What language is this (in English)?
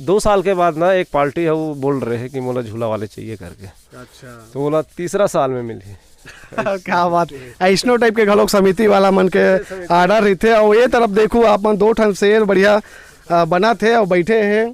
Chhattisgarhi